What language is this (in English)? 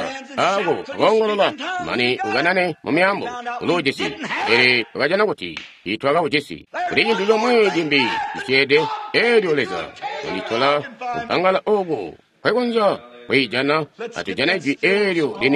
Tonga (Zambia)